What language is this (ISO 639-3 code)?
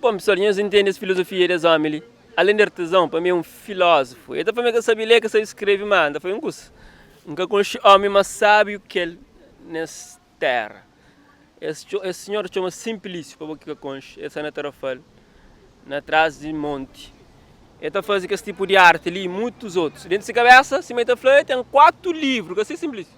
kea